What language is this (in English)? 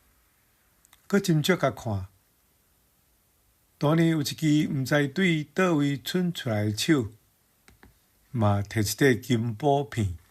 Min Nan Chinese